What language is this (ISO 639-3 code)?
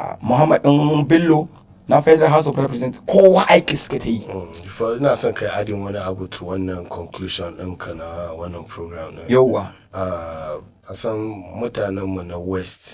hau